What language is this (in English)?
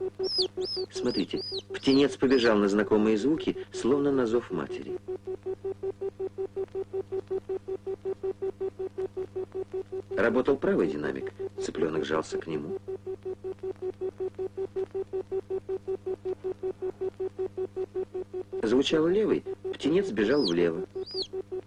Russian